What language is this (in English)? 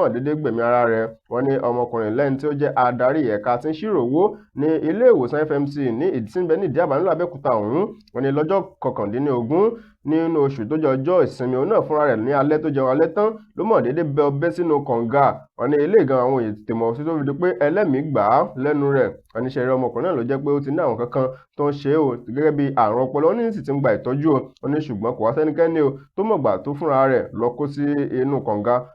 Yoruba